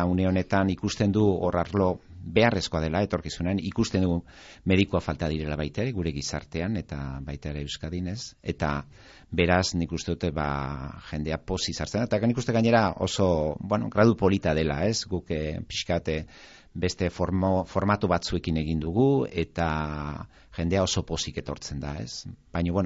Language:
Basque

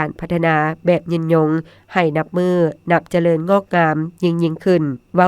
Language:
Lao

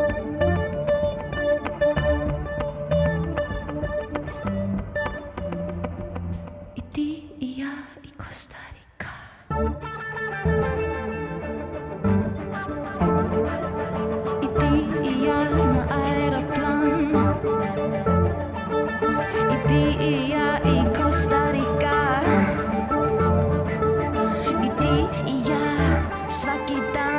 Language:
Serbian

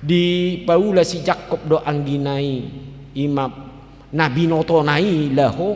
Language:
Batak Toba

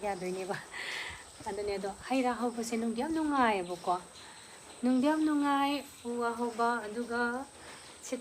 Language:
Manipuri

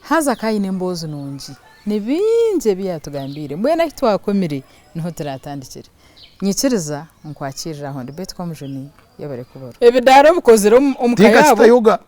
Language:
Nyankole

